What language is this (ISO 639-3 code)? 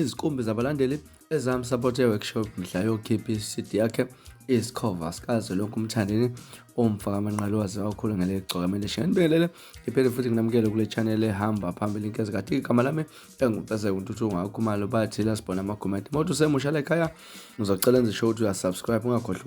zul